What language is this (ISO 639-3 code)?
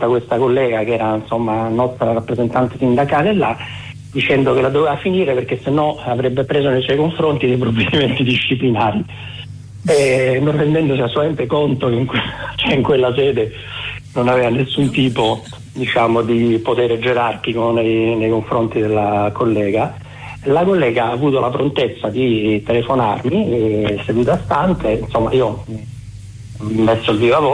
ita